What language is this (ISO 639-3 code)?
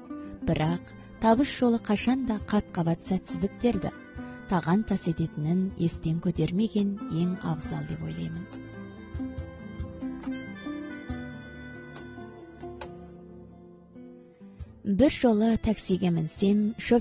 kaz